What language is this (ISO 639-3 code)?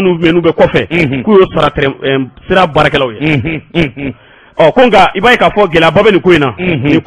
bam